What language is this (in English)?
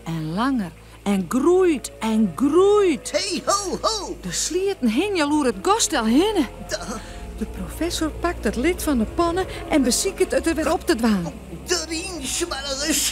Western Frisian